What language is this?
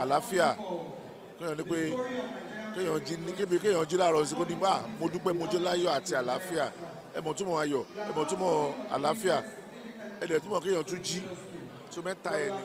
Yoruba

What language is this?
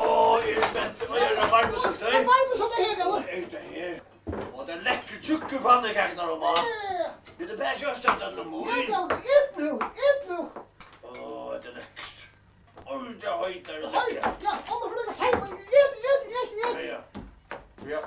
Faroese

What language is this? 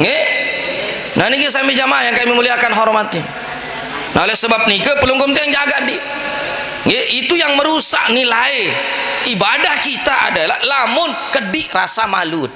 Sasak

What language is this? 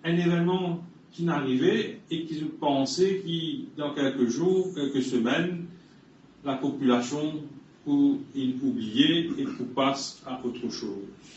Morisyen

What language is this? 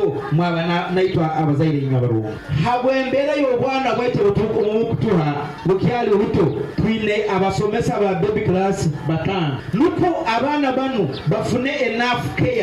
Nyoro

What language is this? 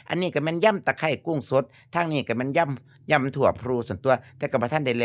Northeastern Thai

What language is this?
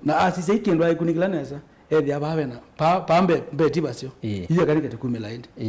Kamba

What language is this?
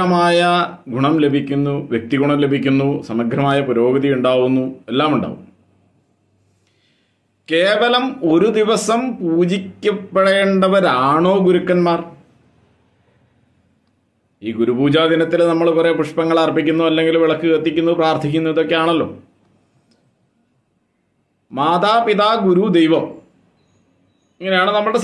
Malayalam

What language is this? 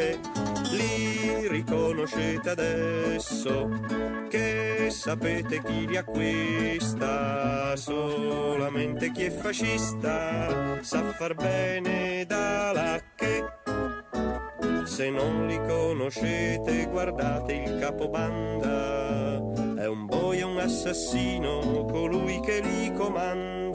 Italian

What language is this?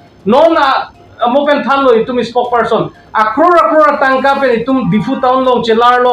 Karbi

